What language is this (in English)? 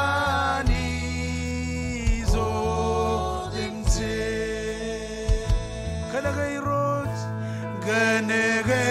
Marshallese